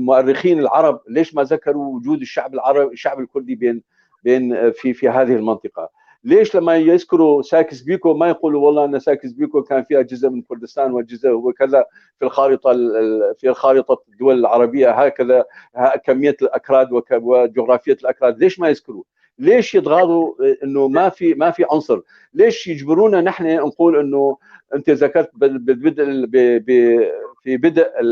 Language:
North Levantine Arabic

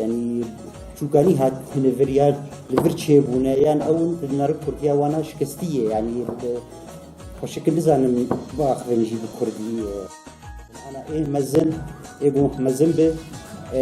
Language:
Kurdish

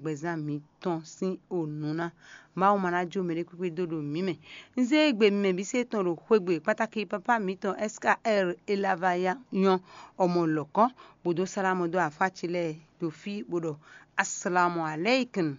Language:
Fon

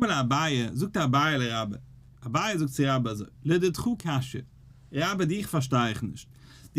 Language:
Yiddish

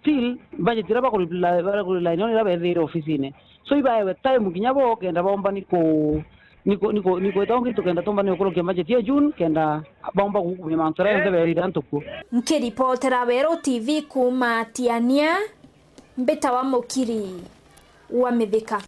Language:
Meru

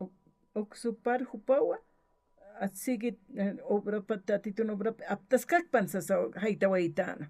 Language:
Aymara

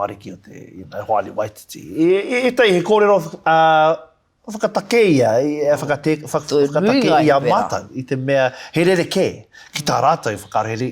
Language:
Māori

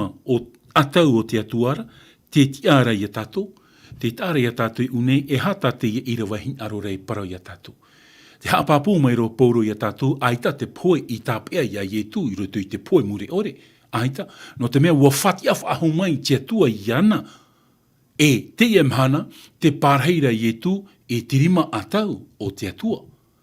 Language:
Tahitian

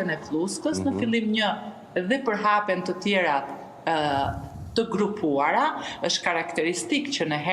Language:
Albanian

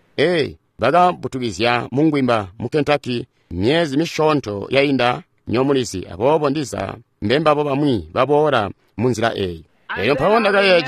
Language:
Tonga (Zambia)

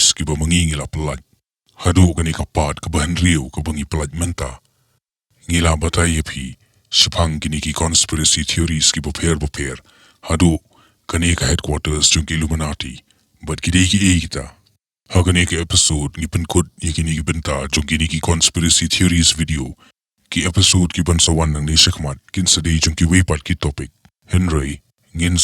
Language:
Khasi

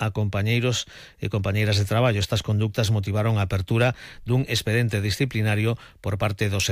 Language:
Galician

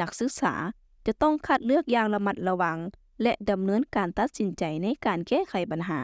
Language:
Lao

